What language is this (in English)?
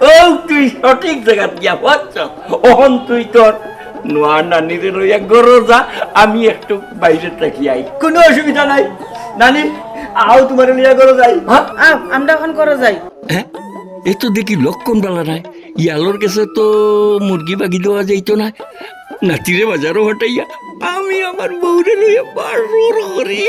Sylheti